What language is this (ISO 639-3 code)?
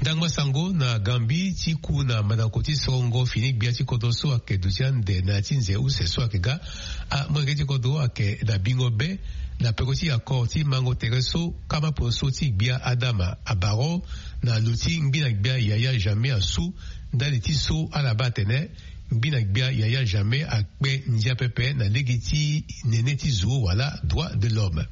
sag